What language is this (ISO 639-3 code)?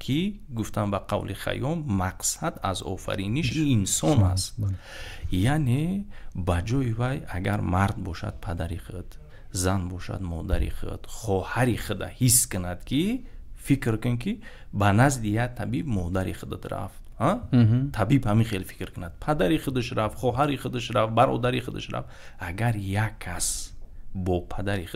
tgk